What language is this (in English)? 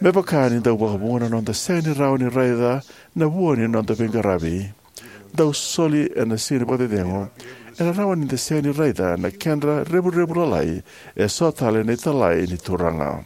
Fijian